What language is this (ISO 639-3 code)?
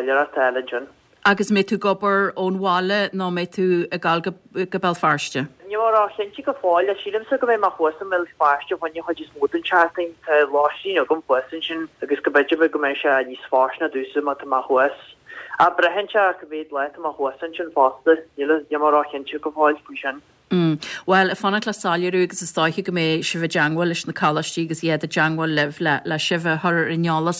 gle